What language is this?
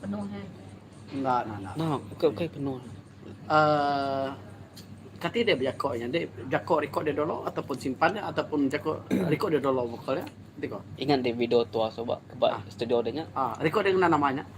Iban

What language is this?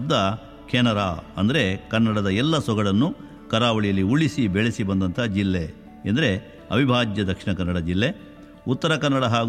Kannada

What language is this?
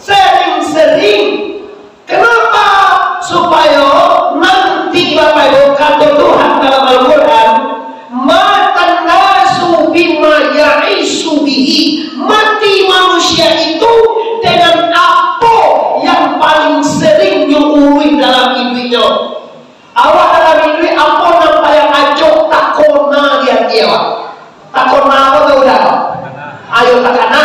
Minangkabau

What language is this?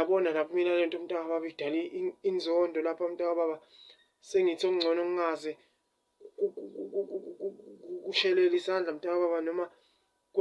Zulu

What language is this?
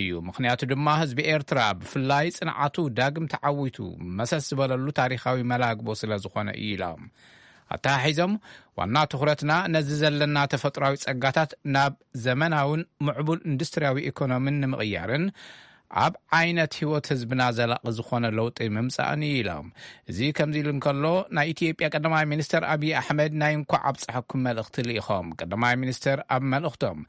Tigrinya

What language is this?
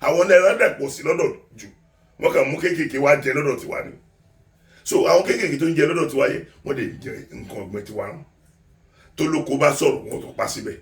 Yoruba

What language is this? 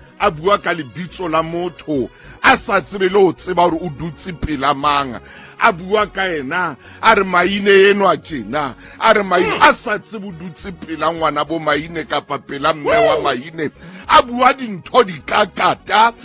Southern Sotho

